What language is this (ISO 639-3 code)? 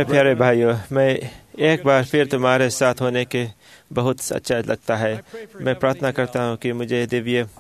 hin